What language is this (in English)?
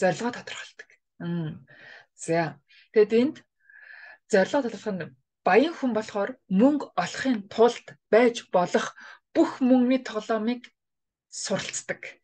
Mongolian